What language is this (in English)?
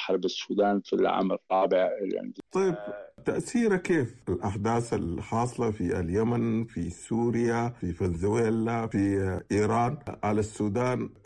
Sudanese Arabic